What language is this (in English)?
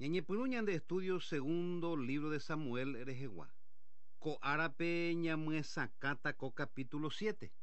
Guarani